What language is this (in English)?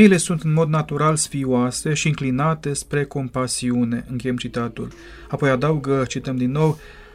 Romanian